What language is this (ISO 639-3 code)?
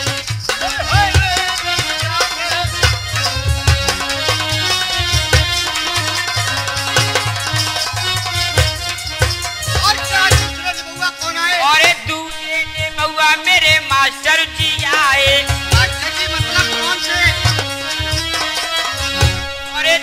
hin